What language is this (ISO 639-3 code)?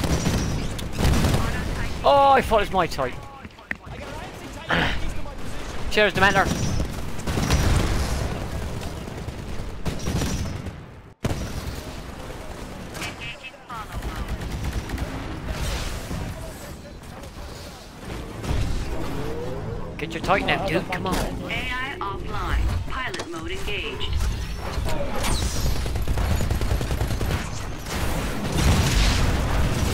eng